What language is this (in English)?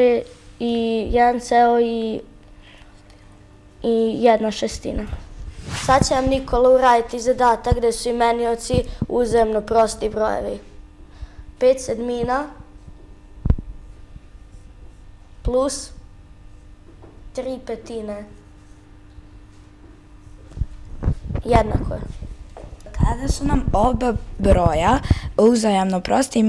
Serbian